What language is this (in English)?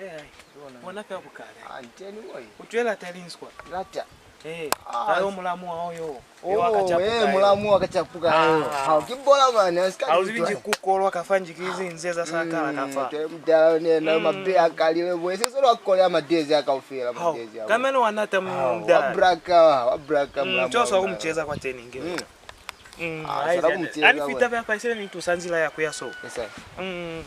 Lozi